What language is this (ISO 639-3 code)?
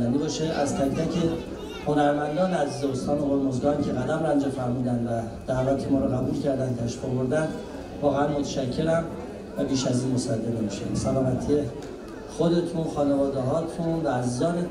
fas